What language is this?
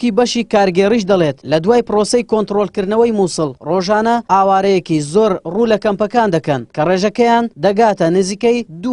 Central Kurdish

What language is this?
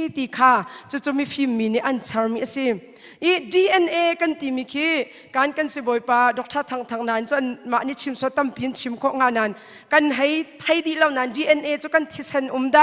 Hakha Chin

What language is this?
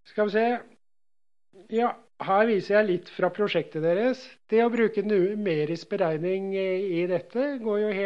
Norwegian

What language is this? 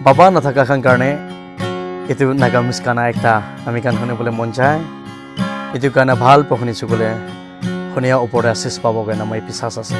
Naga Pidgin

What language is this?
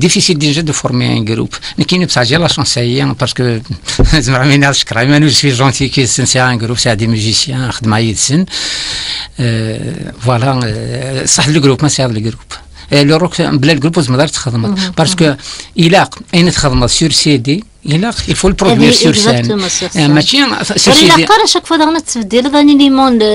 Kabyle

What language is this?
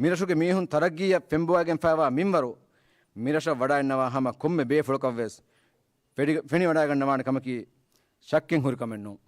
Divehi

